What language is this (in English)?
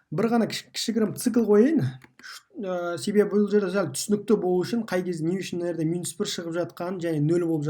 Kazakh